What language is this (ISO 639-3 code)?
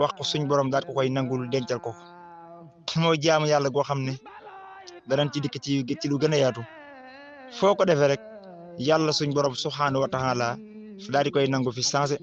wol